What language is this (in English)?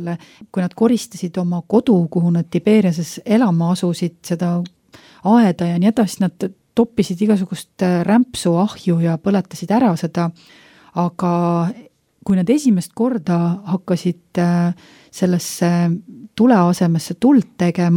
Estonian